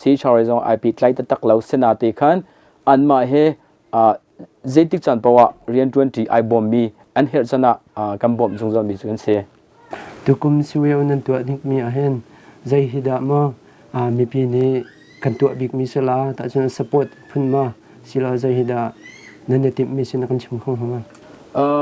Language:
Hakha Chin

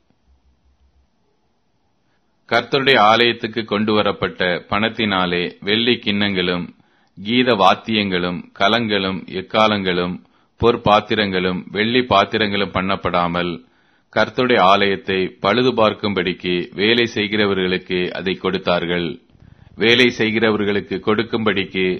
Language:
Tamil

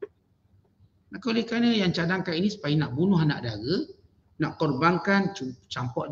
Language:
Malay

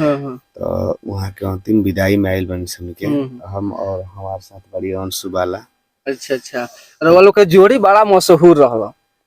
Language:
Bhojpuri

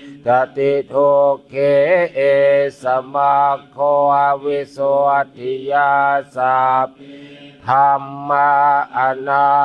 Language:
Pali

